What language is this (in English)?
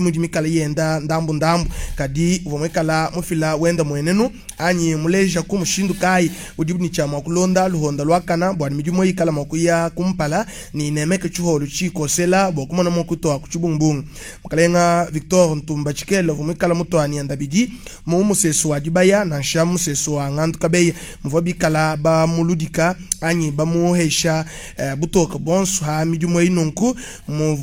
Luba-Lulua